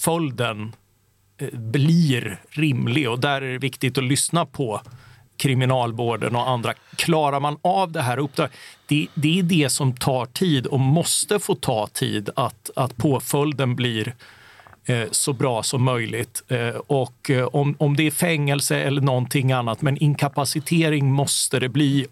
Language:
Swedish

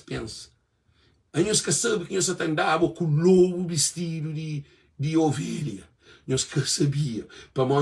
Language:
Kabuverdianu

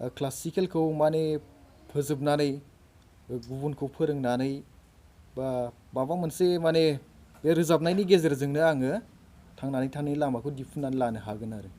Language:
Bodo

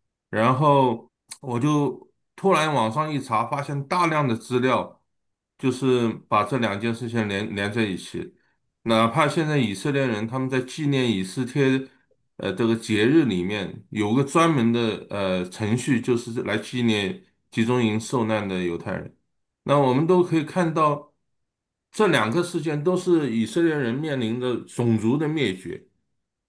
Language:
Chinese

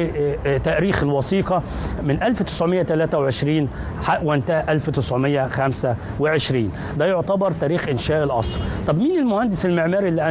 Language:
Egyptian Arabic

